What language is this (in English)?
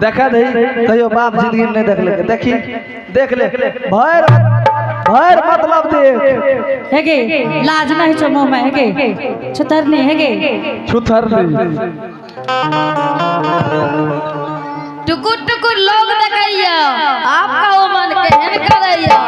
Angika